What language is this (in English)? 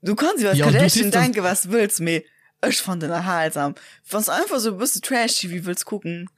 Luxembourgish